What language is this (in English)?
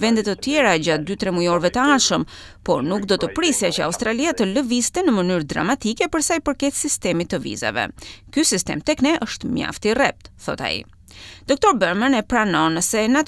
Albanian